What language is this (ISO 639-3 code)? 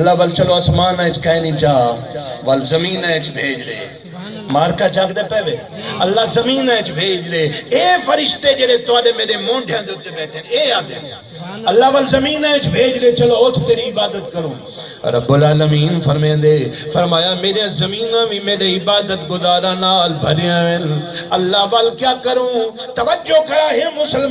skr